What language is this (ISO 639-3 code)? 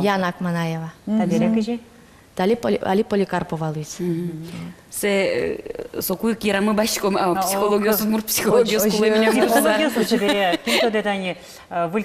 udm